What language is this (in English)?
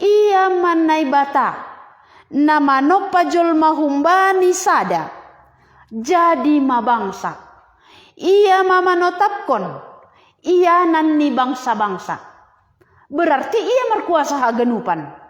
Batak Simalungun